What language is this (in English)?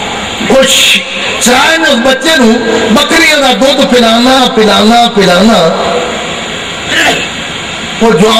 Urdu